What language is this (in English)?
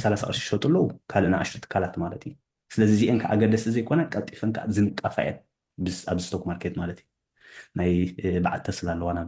Tigrinya